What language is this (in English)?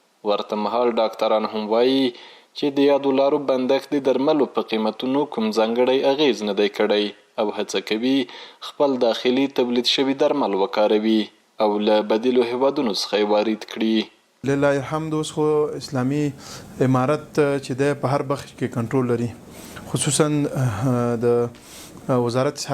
Pashto